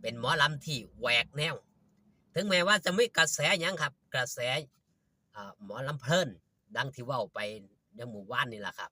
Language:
Northeastern Thai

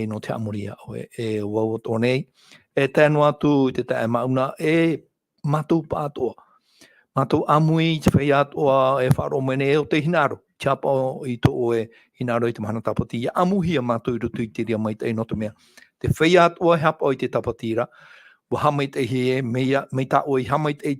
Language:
Tahitian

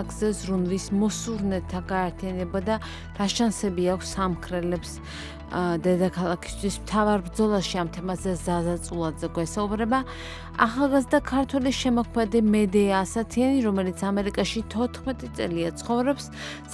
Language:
Georgian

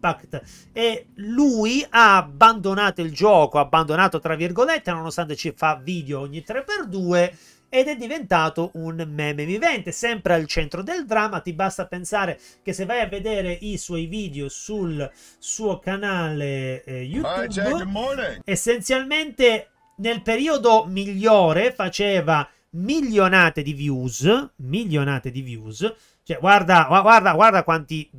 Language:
Italian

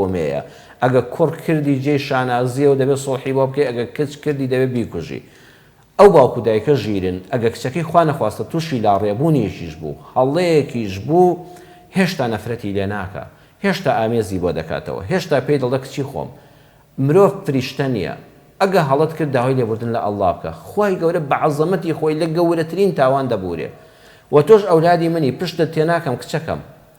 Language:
Central Kurdish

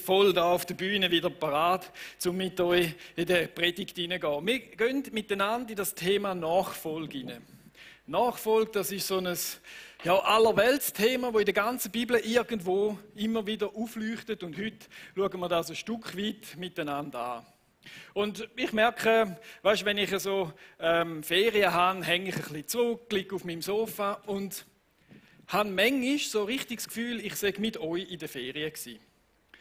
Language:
Swiss German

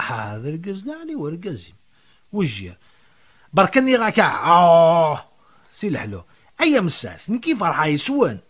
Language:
Kabyle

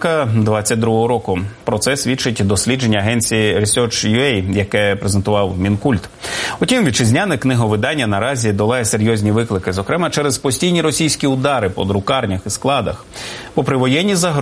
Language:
Ukrainian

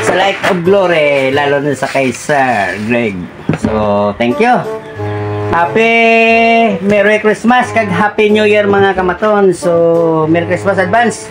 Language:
Hiligaynon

